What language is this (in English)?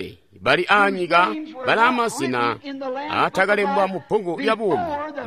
Tonga (Zambia)